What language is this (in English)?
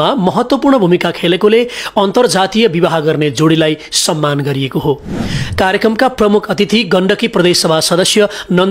Nepali